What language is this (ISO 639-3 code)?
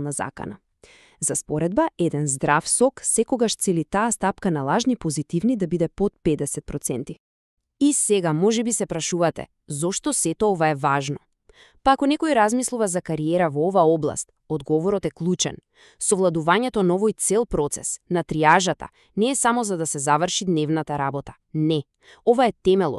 mkd